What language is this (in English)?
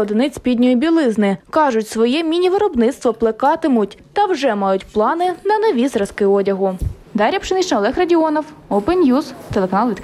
Ukrainian